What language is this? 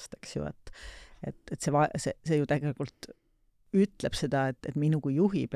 Estonian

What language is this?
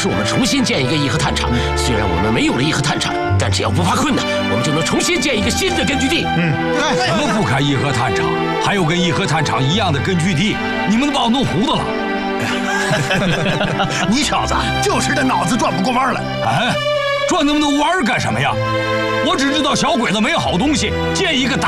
Chinese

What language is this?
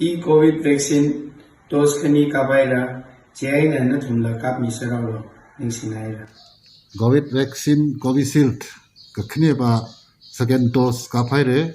Tangkhul Naga (India)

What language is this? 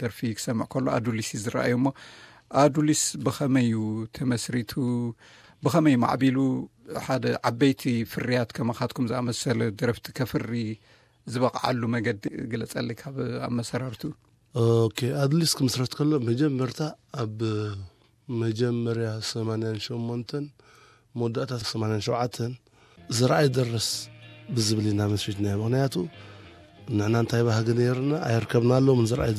Tigrinya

